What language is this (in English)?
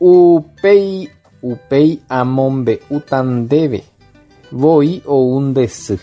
Guarani